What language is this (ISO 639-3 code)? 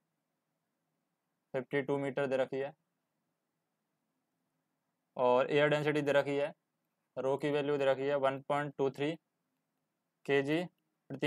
hin